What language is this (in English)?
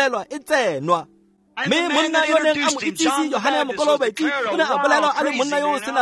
Tswana